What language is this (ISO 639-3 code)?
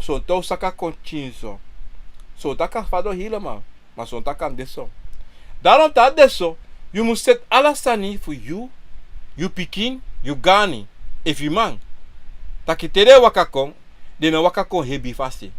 srn